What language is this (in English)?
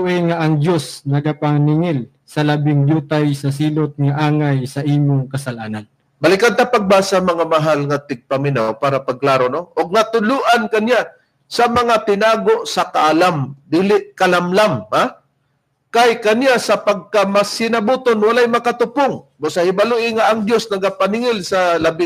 Cebuano